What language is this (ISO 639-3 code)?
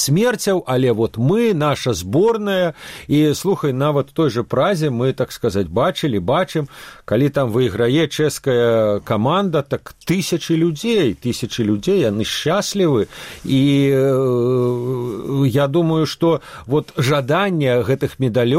bel